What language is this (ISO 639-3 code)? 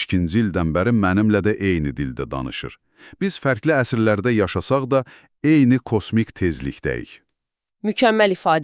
aze